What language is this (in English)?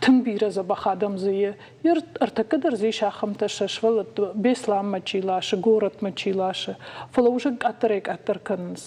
Ossetic